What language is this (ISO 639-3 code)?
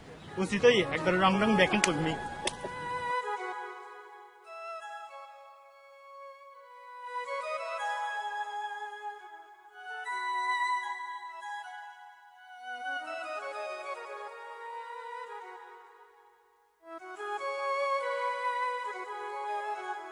ben